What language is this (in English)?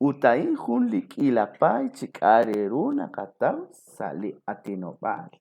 Kekchí